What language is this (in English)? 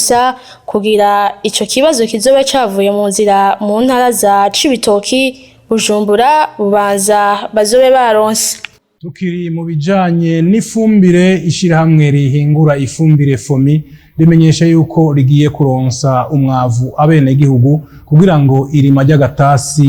Rundi